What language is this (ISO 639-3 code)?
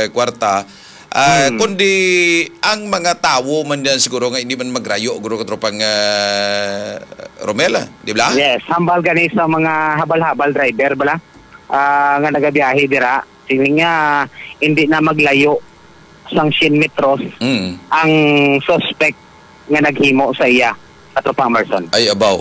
hil